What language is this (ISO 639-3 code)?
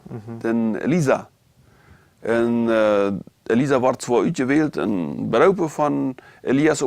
pdt